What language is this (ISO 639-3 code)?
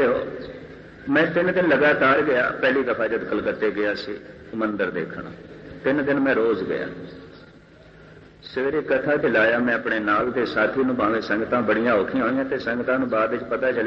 pan